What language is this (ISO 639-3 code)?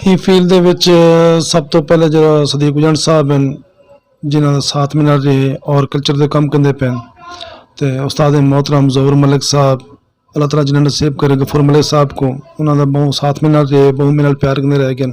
skr